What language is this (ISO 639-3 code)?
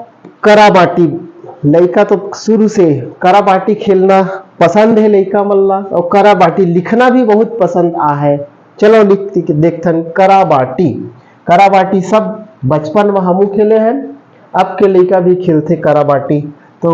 hne